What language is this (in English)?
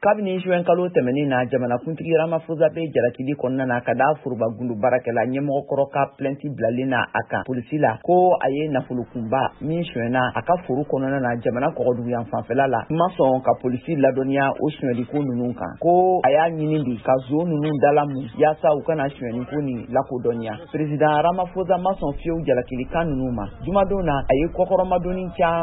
Bambara